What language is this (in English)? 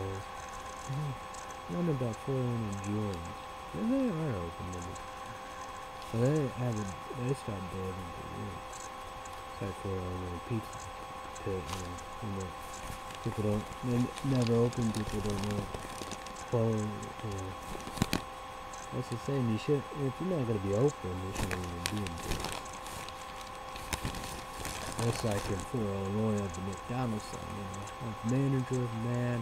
English